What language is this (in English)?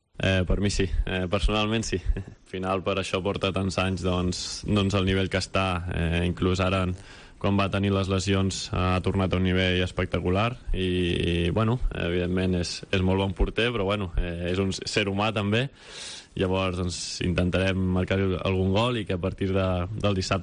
Catalan